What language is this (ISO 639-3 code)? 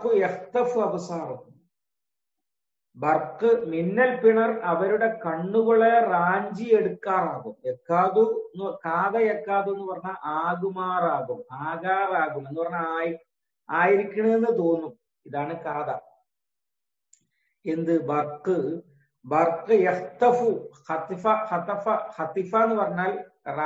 mal